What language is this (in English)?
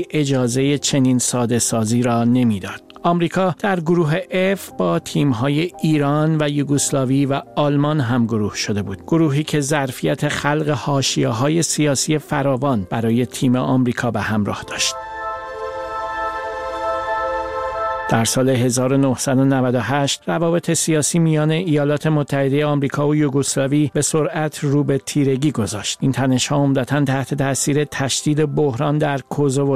Persian